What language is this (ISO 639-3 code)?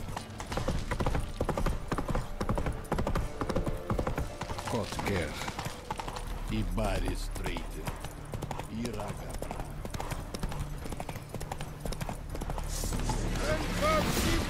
por